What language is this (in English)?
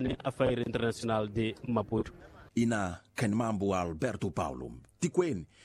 Tsonga